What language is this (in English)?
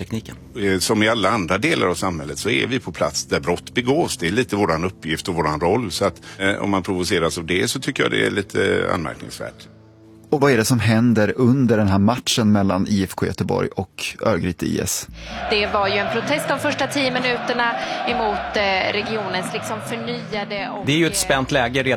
Swedish